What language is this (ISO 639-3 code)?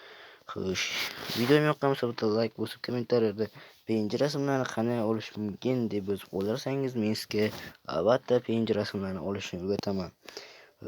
uzb